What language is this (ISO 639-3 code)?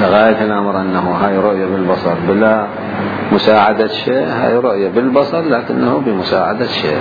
acm